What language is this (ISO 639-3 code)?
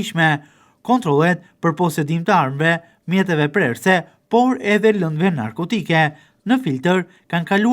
sqi